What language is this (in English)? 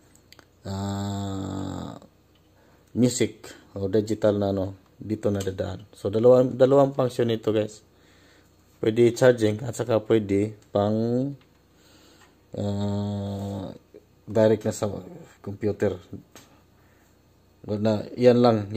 Filipino